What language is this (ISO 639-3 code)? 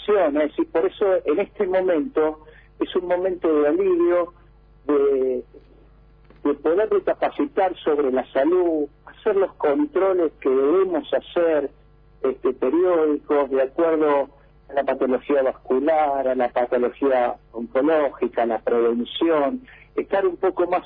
spa